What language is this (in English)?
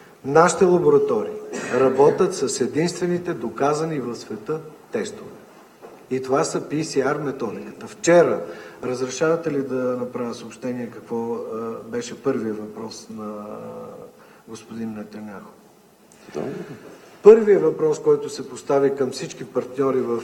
Bulgarian